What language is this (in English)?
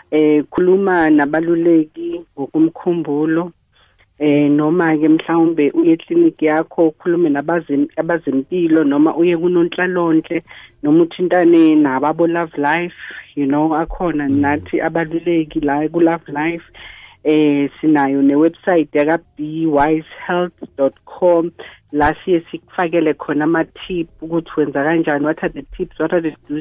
South Ndebele